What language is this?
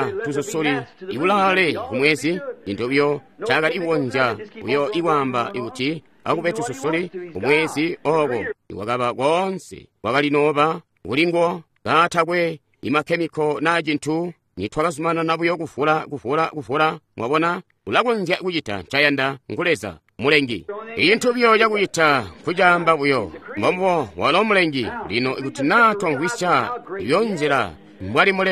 Tonga (Zambia)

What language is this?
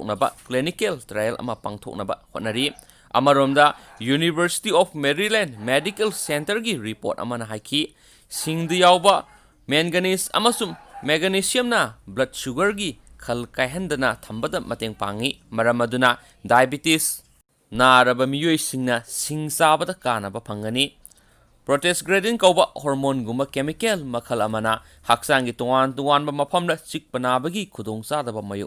Manipuri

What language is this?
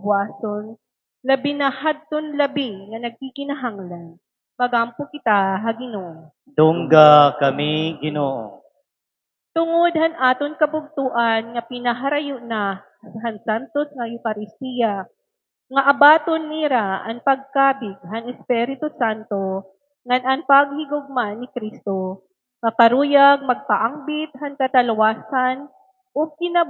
Waray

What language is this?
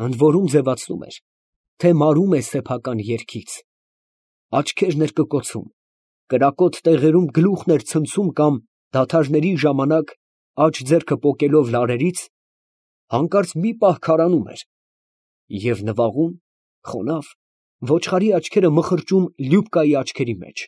Armenian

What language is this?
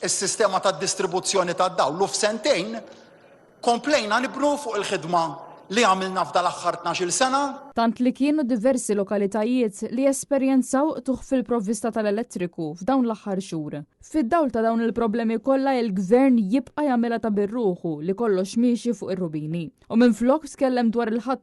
Maltese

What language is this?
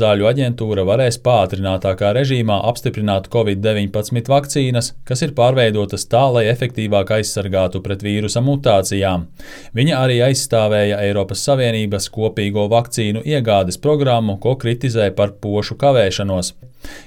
Latvian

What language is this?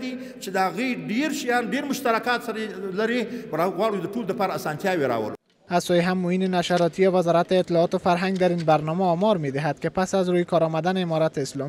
Persian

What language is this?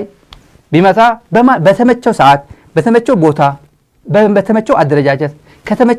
Amharic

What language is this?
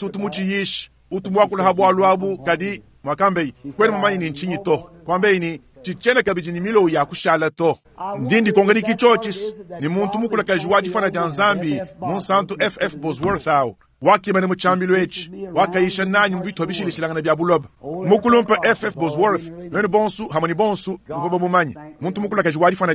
Luba-Lulua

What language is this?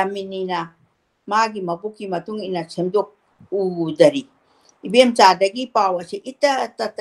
Manipuri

